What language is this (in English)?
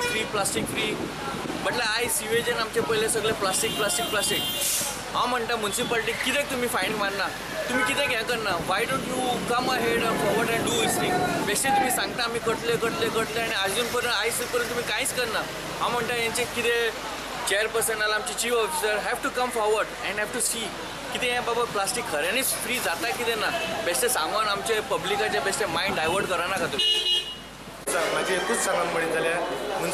Konkani